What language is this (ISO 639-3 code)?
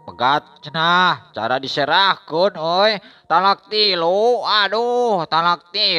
sun